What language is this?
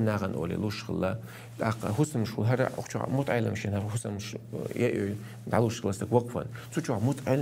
Chechen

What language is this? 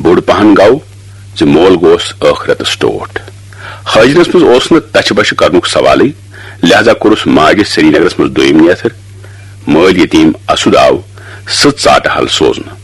Kashmiri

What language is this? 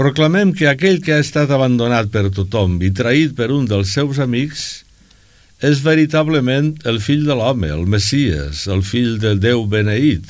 Catalan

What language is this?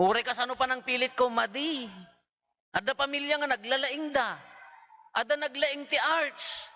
Iloko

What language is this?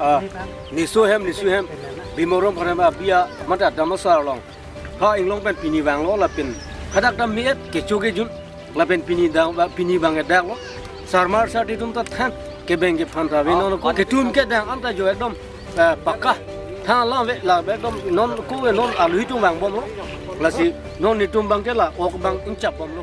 Karbi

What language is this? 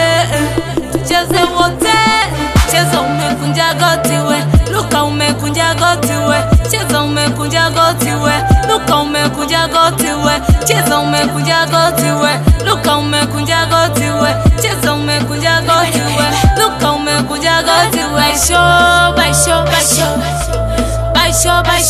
Swahili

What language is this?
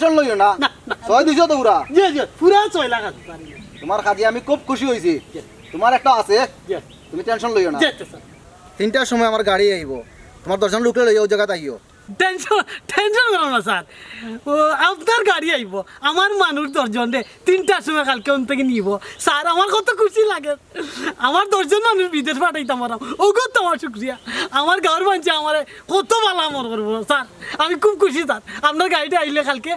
Sylheti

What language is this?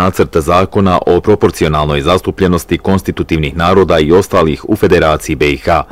Bosnian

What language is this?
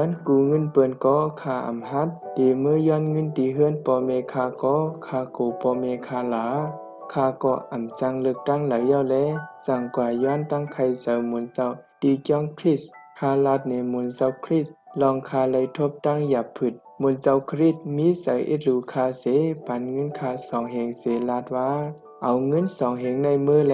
Shan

